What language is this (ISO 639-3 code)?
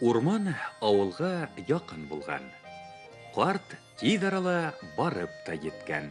bak